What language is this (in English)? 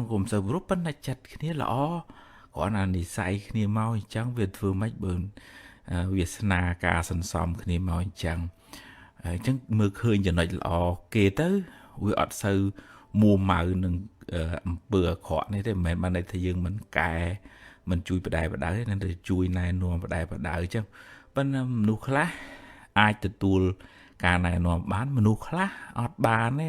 Khmer